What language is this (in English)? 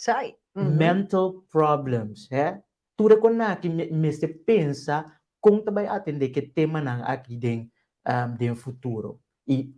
Papiamento